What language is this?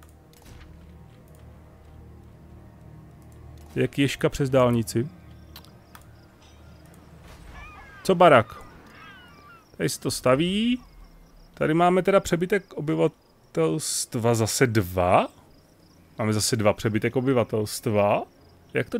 Czech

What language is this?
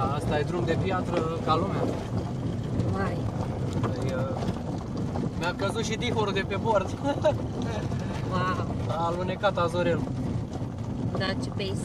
Romanian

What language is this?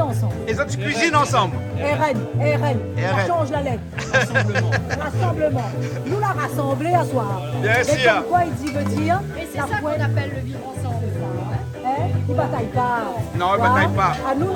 Réunion Creole French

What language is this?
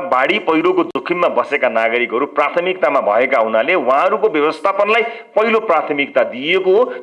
Nepali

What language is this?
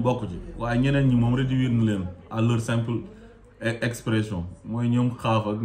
Wolof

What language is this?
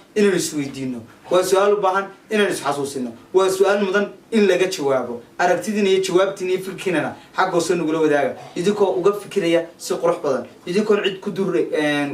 Somali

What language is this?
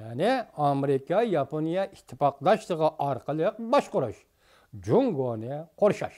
Uyghur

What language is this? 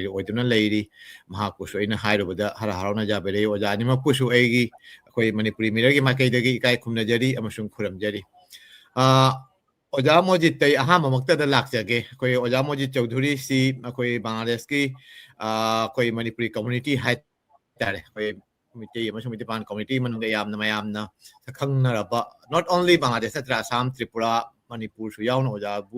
Manipuri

